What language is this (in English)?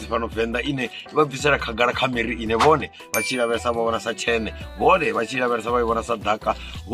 Venda